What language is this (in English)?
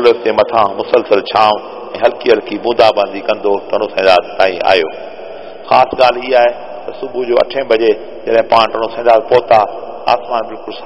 Sindhi